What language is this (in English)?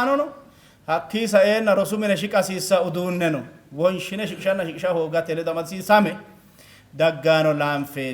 Sidamo